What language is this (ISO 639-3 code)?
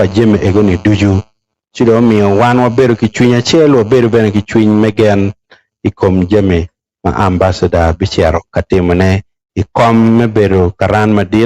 ach